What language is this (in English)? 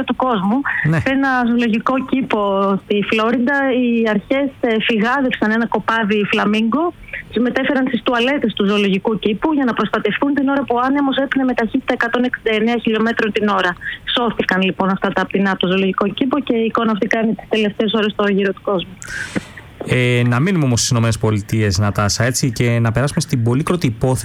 Greek